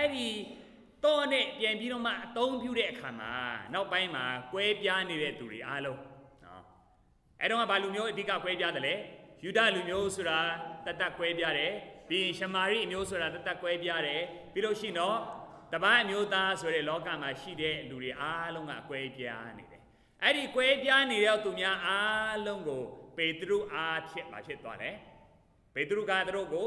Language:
Burmese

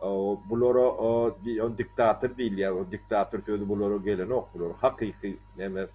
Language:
Turkmen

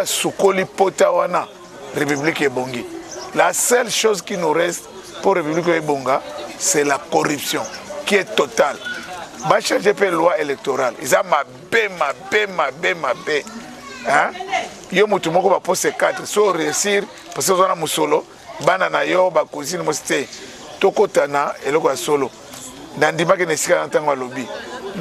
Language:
Lingala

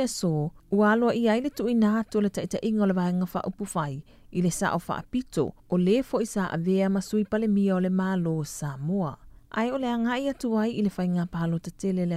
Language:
Samoan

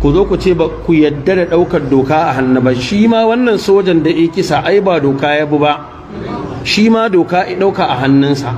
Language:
Hausa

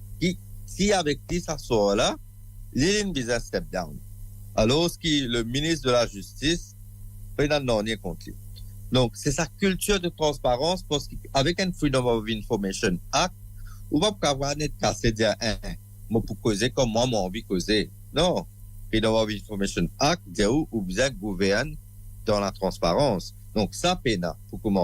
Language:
Morisyen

